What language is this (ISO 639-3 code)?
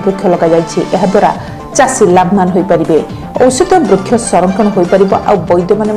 ori